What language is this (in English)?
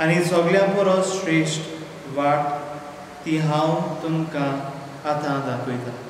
Konkani